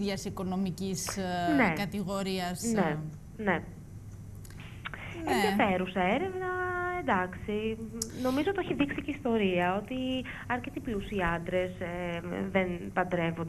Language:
Greek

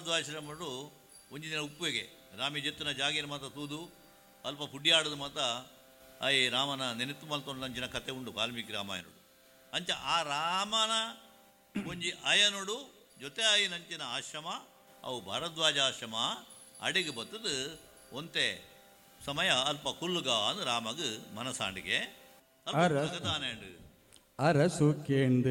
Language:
Tulu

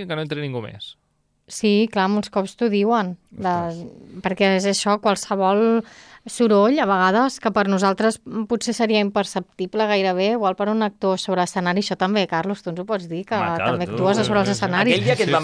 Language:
Catalan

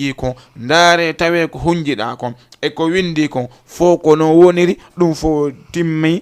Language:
Fula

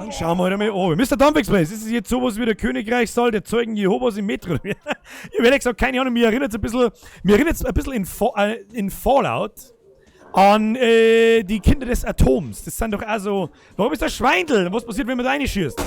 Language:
Bavarian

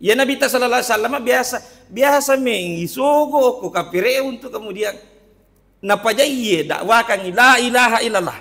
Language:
Buginese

